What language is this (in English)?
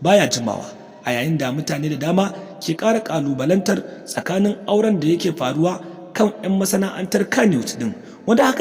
Hausa